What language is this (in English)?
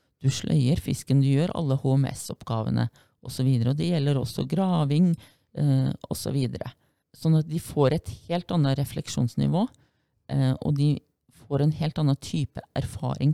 Norwegian